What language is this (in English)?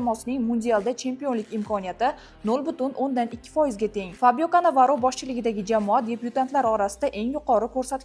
Uzbek